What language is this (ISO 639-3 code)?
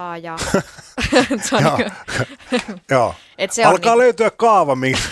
fin